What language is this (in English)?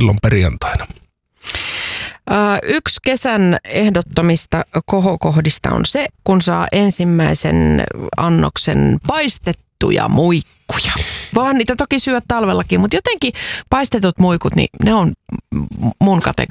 Finnish